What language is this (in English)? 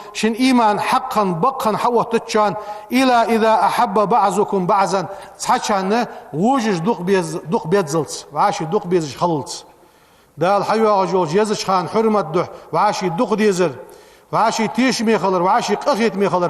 Ingush